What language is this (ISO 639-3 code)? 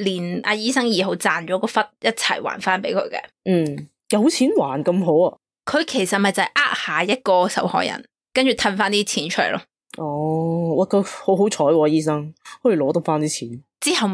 yue